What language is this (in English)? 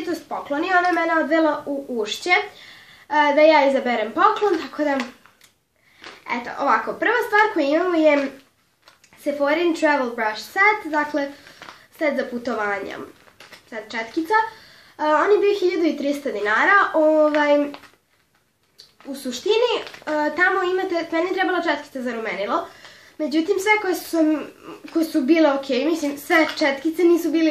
Serbian